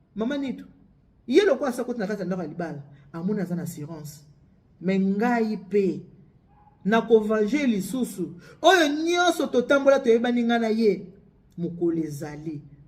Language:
Lingala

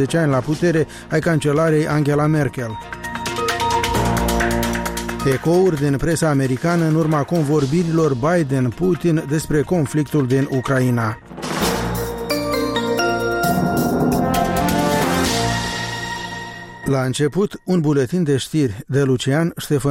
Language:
Romanian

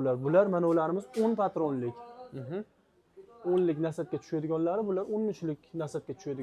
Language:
Uzbek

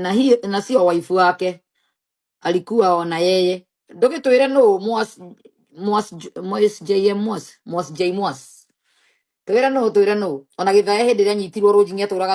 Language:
Kikuyu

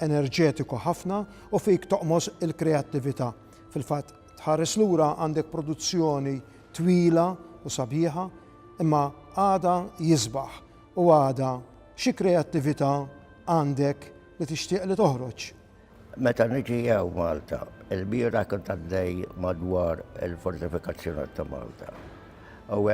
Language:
Maltese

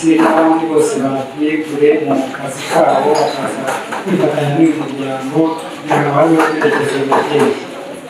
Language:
Kinyarwanda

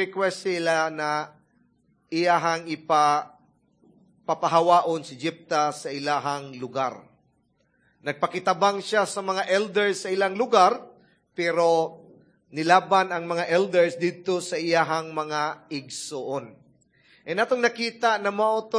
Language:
Cebuano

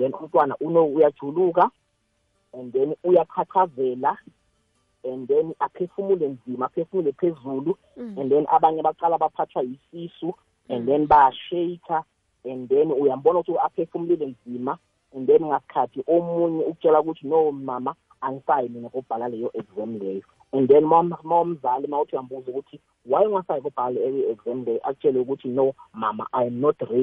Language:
South Ndebele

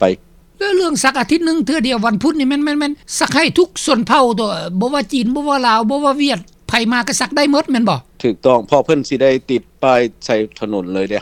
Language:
Lao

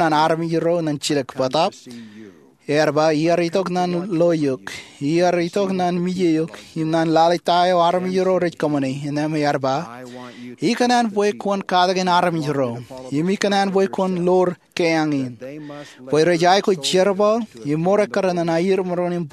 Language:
Marshallese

